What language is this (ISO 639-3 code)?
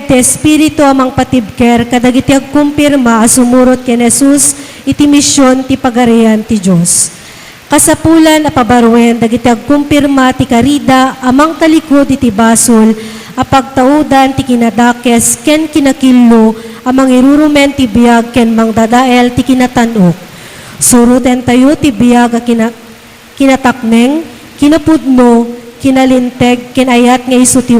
ilo